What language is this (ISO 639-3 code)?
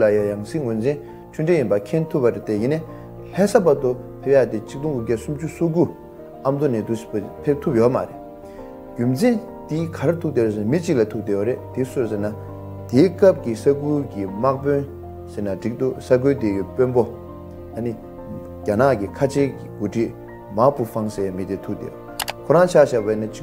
bod